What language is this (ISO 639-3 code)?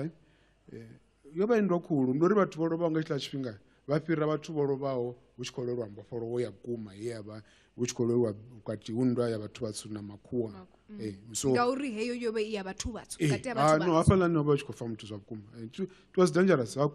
ven